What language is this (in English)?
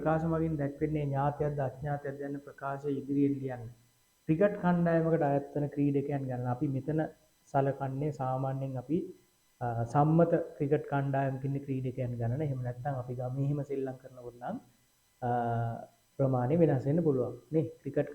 Sinhala